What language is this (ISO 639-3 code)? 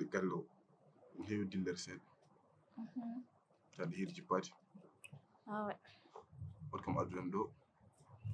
ful